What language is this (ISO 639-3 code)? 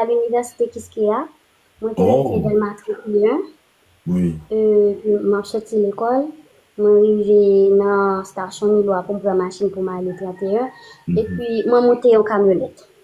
hat